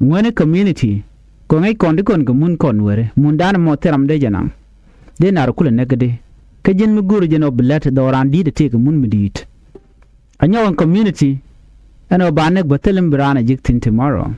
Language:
Nuer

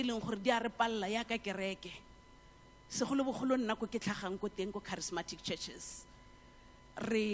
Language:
Tswana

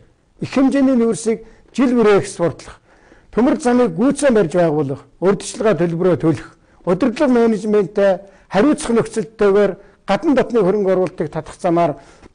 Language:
Mongolian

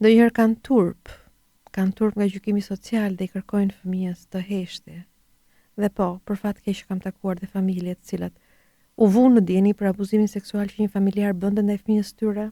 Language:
Albanian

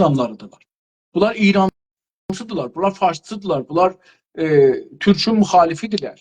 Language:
South Azerbaijani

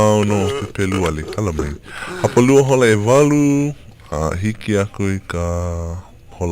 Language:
Hawaiian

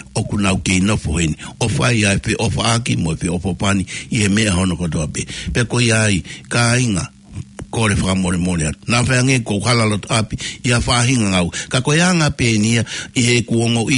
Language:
Tongan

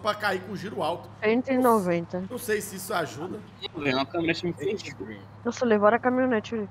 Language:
Portuguese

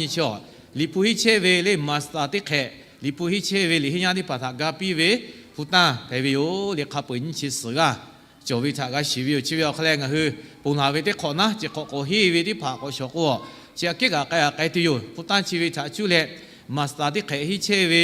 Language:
Lahu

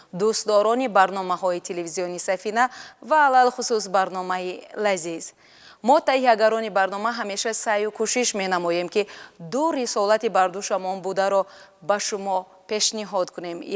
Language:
Tajik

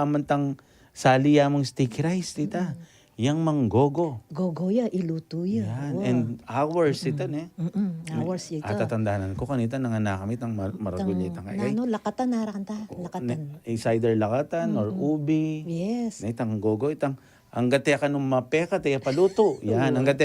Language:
Pampanga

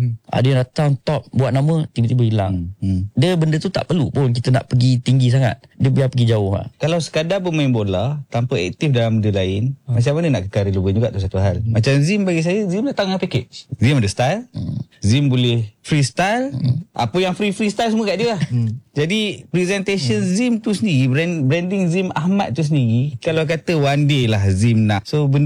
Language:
Malay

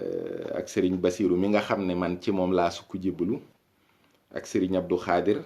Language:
Wolof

